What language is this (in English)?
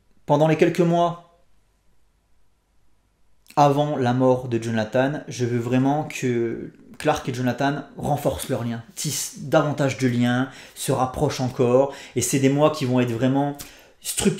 French